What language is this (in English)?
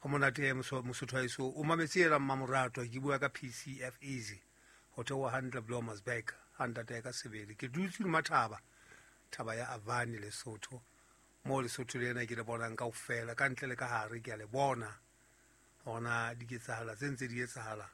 Southern Sotho